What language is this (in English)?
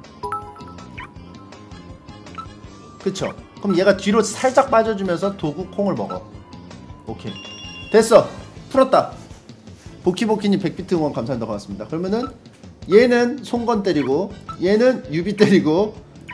Korean